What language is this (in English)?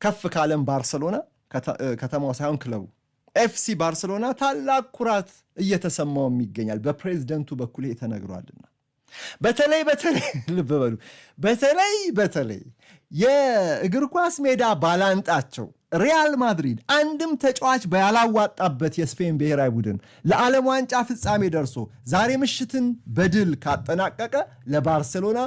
Amharic